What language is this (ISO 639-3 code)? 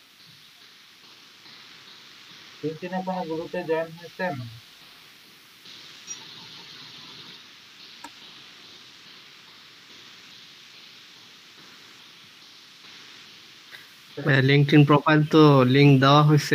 ben